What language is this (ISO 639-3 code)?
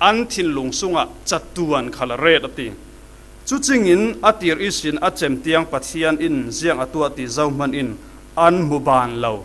cfm